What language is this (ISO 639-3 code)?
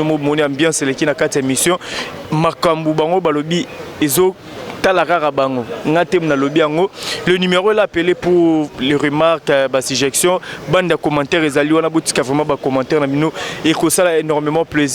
lin